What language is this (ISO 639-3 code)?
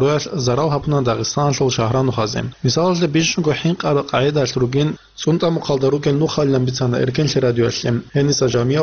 ava